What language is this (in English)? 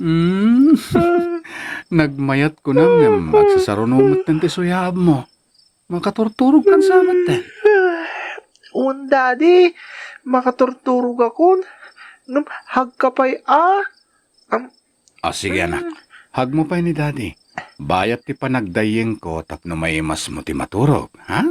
Iloko